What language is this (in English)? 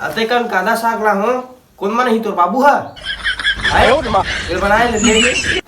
Chhattisgarhi